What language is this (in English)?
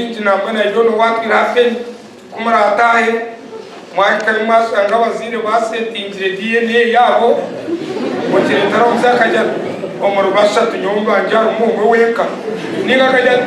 Nyankole